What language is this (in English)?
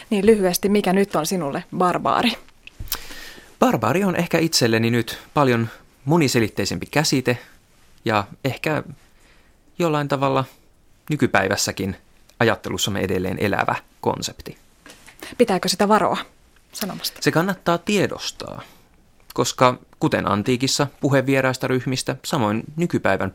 Finnish